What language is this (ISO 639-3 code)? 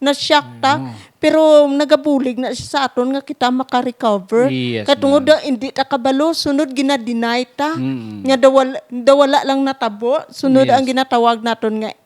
hil